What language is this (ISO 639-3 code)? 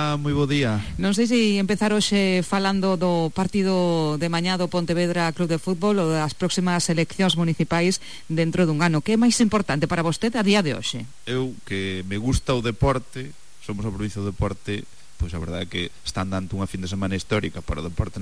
glg